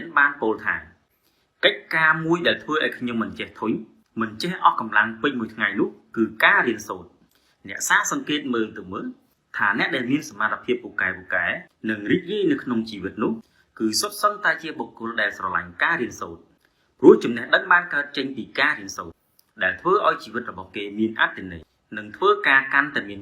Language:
Khmer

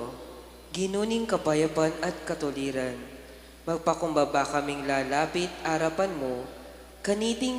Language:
Pampanga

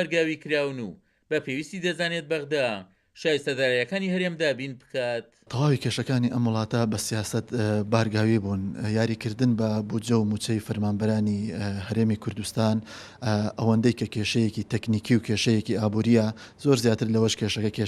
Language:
Central Kurdish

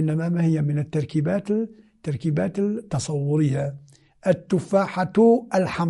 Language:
Moroccan Arabic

